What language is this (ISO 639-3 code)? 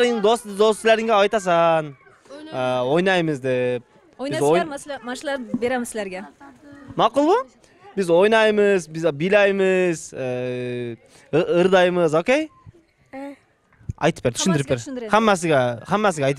kir